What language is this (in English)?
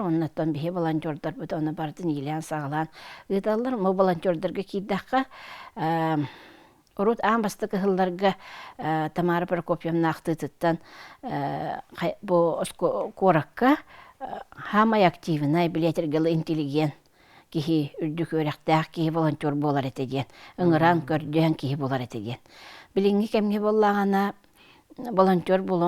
Yakut